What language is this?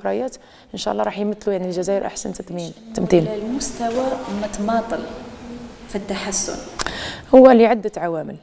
Algerian Arabic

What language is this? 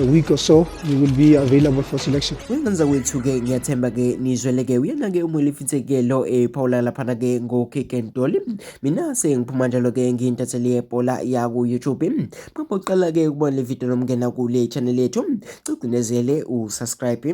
Zulu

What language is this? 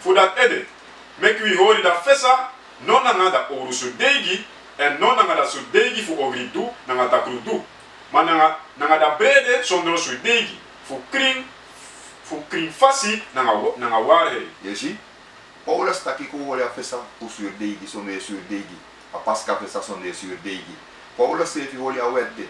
Sranan Tongo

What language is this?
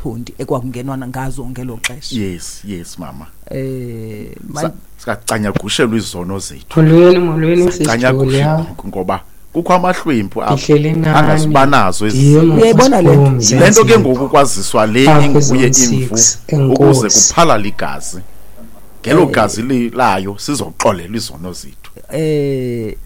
Xhosa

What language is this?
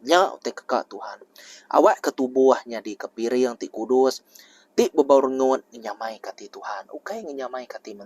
Iban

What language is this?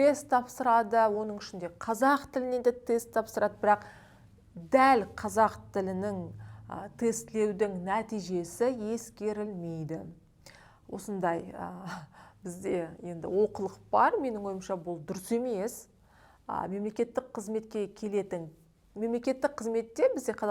Kazakh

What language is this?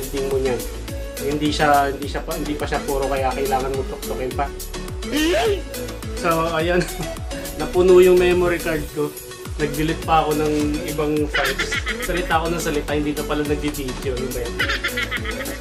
Filipino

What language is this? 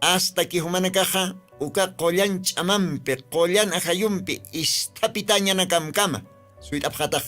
Aymara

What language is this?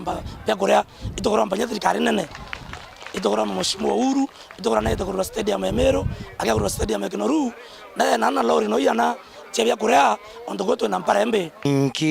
Meru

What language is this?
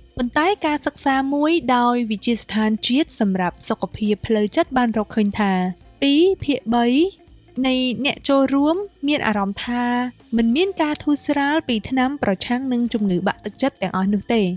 Khmer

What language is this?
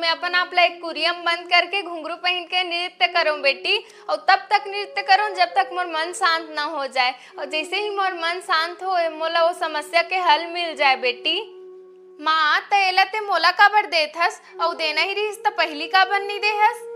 Chhattisgarhi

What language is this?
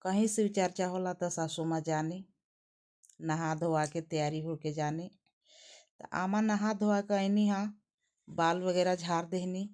Bhojpuri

